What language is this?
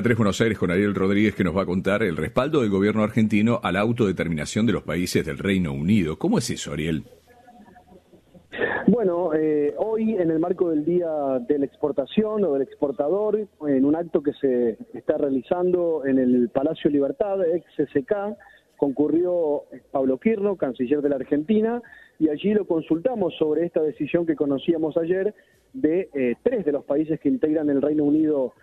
Spanish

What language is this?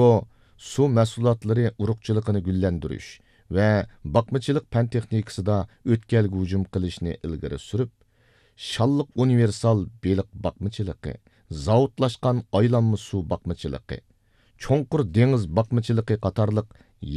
Uyghur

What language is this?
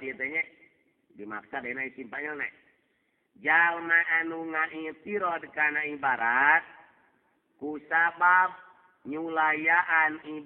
Sundanese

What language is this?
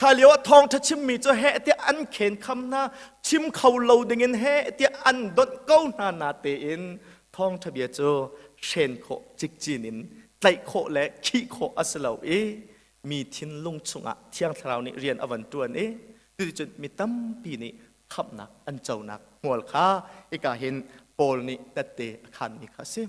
Hakha Chin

